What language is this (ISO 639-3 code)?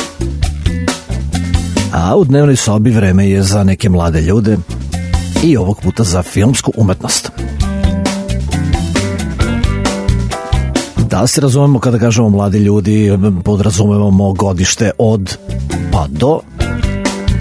srp